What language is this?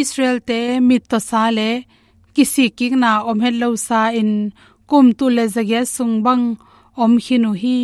Tedim Chin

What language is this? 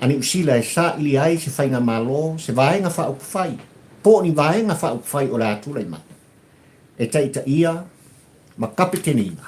Samoan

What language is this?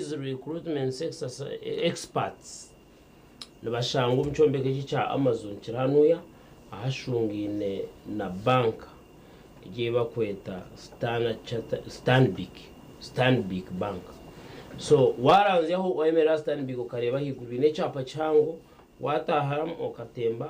Nyankole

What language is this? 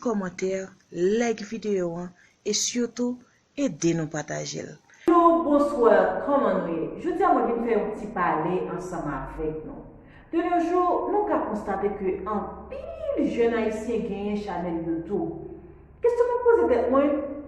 Haitian Creole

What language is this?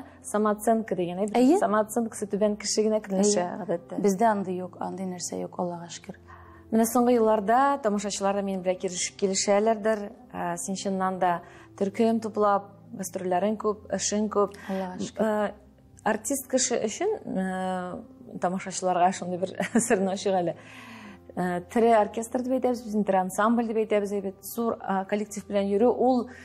Tatar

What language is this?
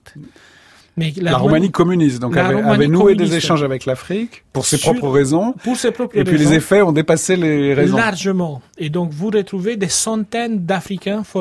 French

